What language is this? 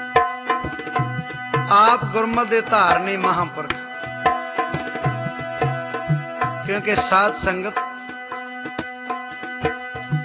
Punjabi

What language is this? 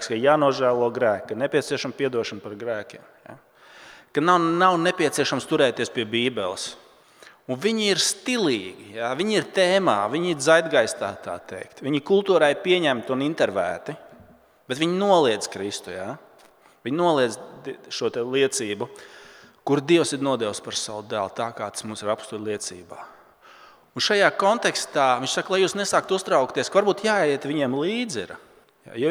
Latvian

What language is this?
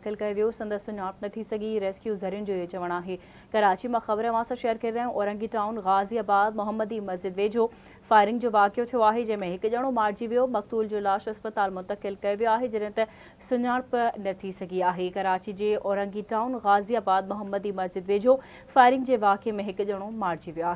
Sindhi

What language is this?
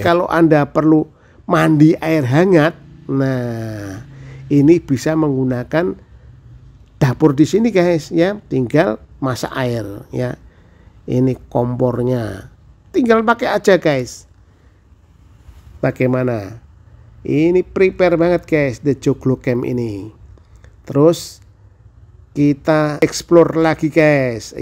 Indonesian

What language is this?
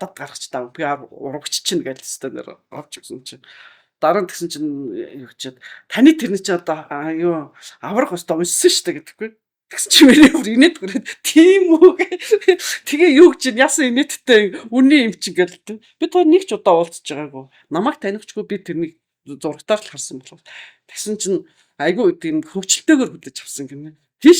Mongolian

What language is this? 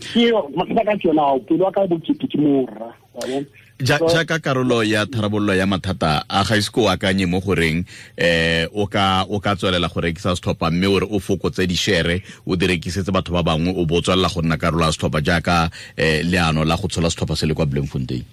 Tswana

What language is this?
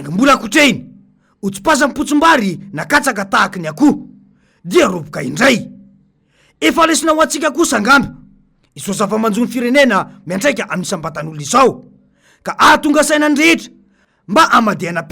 Malagasy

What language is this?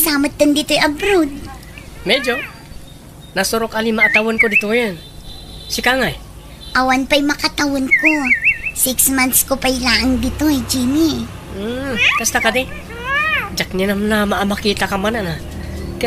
Iloko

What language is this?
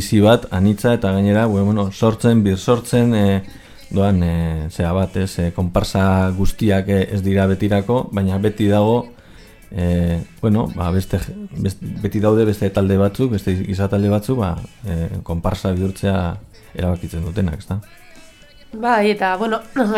Basque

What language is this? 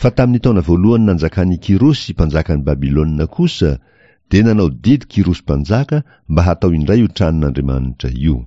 Malagasy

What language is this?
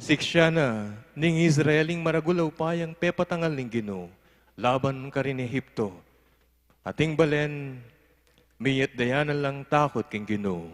Pampanga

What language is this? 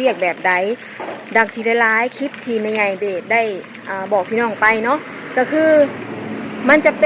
Northeastern Thai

